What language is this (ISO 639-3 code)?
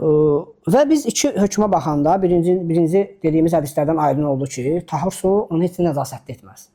aze